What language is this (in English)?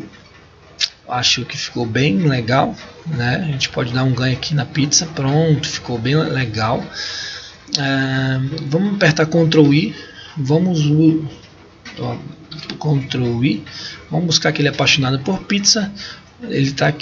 Portuguese